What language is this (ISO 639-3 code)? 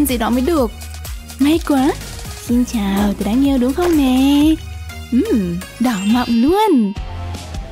vie